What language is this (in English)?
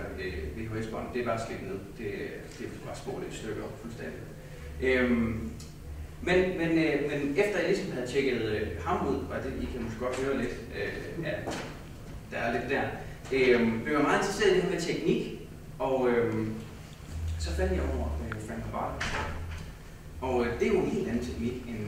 Danish